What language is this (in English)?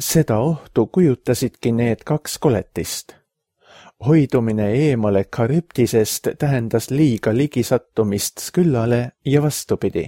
Estonian